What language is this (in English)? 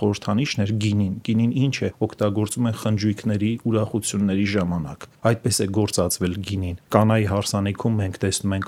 Armenian